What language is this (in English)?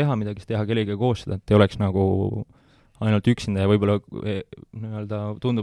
Estonian